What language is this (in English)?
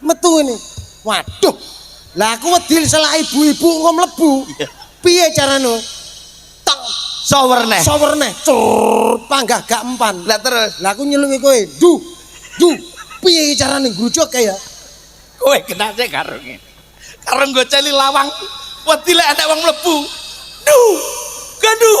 Javanese